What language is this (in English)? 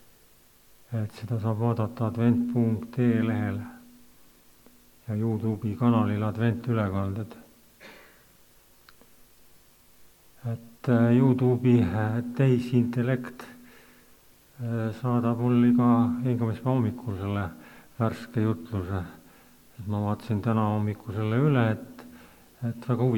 Estonian